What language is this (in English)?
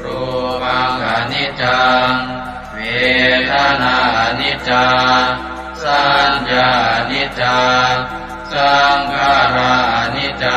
Pali